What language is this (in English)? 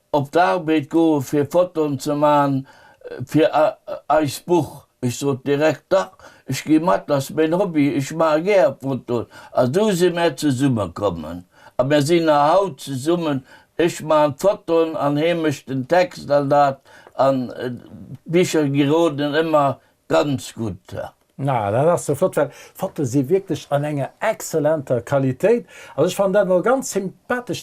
Luxembourgish